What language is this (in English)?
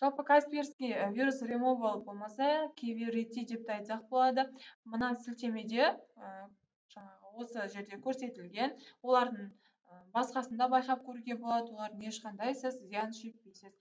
Kazakh